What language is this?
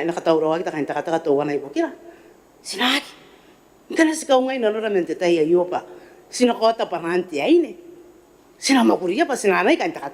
Gilbertese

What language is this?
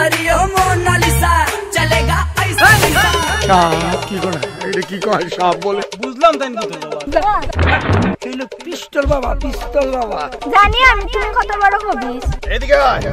Sylheti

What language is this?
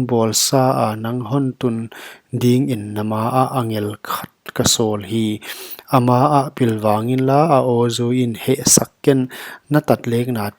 Paite Chin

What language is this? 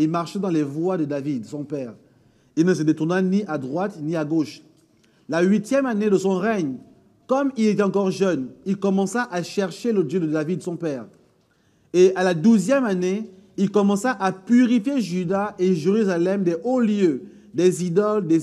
French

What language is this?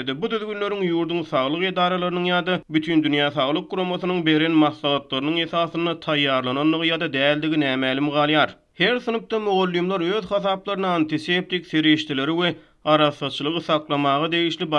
Turkmen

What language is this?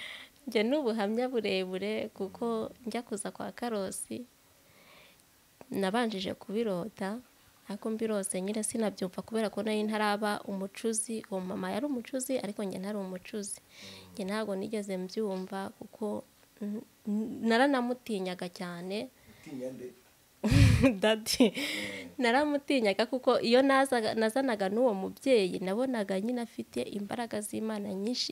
Kinyarwanda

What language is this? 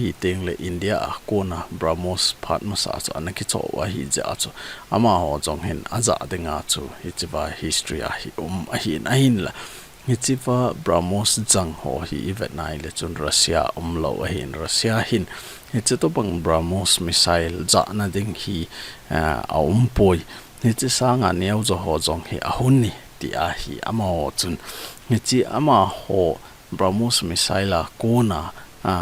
Thado Chin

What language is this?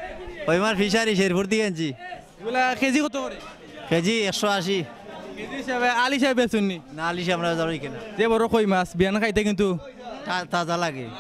Sylheti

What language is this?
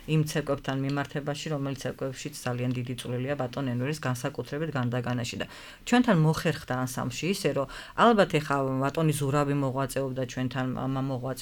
Georgian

